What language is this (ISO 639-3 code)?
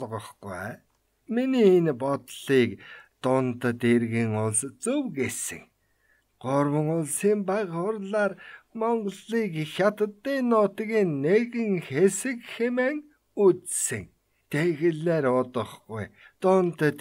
mon